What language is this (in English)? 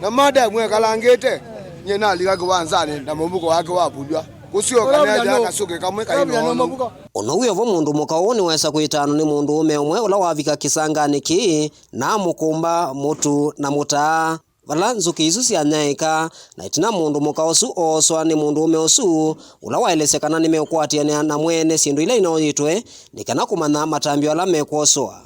Kamba